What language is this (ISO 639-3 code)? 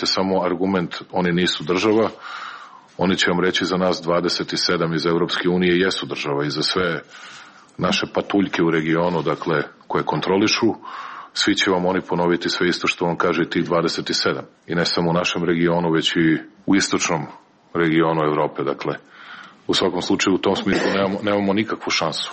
srp